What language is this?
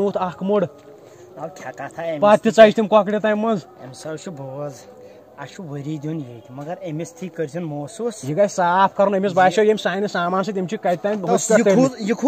Kashmiri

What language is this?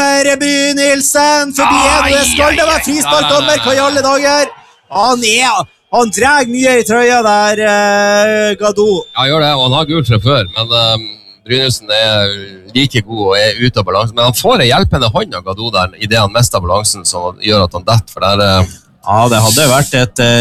Norwegian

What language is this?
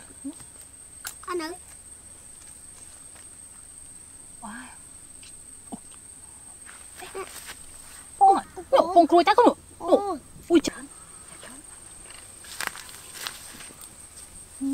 Vietnamese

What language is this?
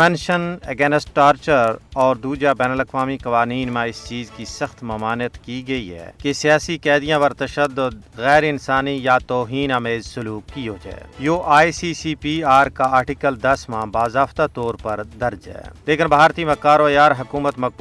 Gujari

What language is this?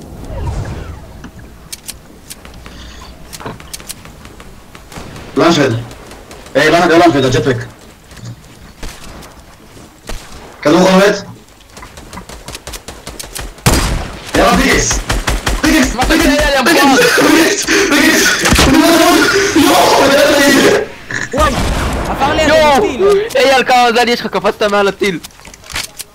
Hebrew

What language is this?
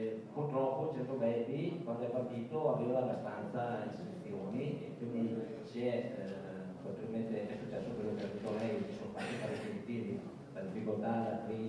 Italian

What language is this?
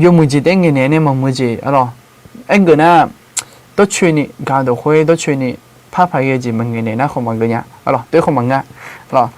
Akha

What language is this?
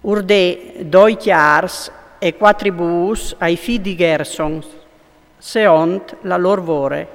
Friulian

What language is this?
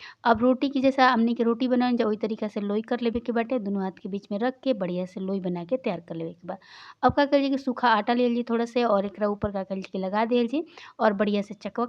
Bhojpuri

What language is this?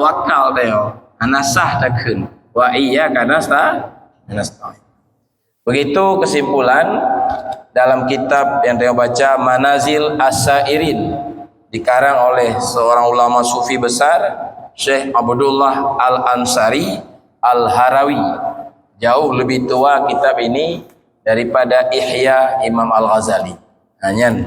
Achinese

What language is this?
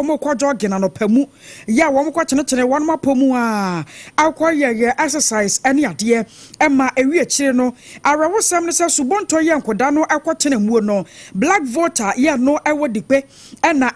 Akan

